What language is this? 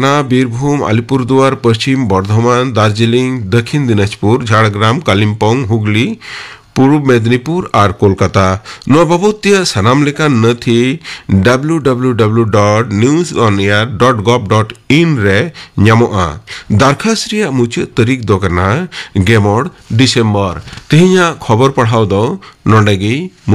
Santali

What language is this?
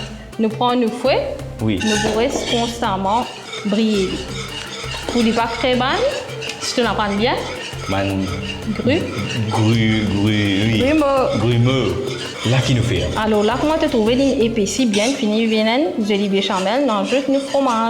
Morisyen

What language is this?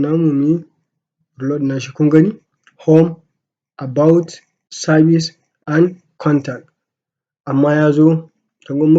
Hausa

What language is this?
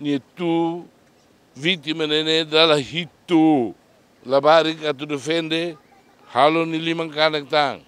Tetum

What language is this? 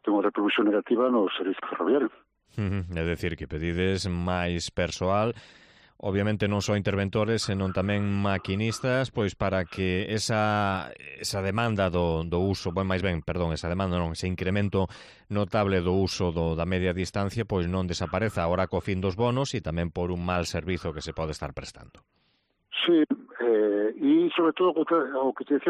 Galician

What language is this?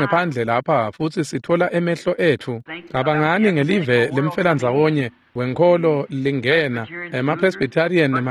Swati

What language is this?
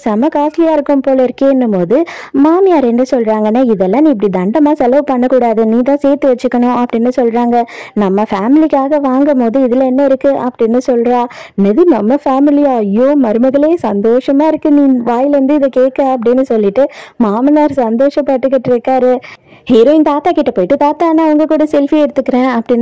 Tamil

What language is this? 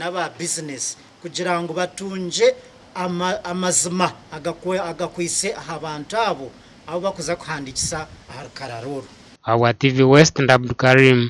Nyankole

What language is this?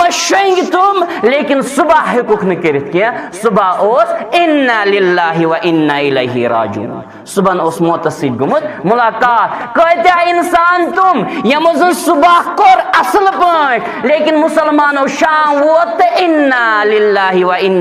Kashmiri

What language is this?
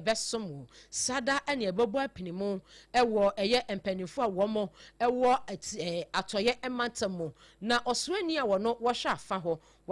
Akan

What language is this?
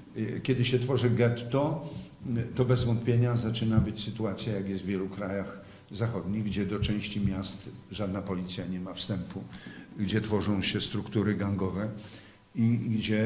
Polish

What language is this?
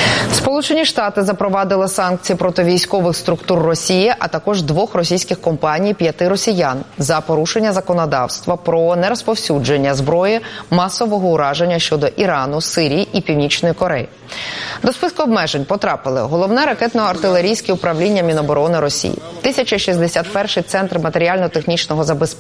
Ukrainian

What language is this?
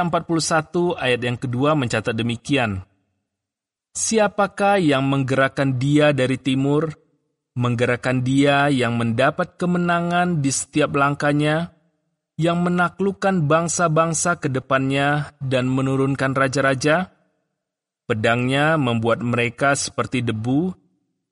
Indonesian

